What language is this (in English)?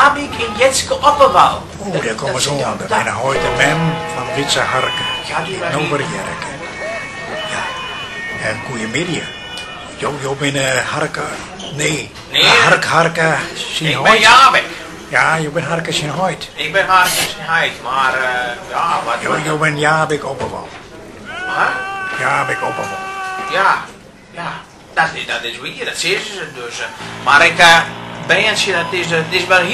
Western Frisian